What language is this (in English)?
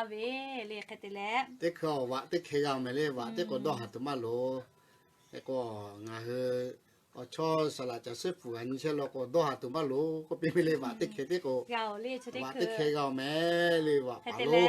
Lahu